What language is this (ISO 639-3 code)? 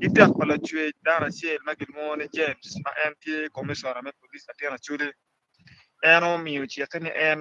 ach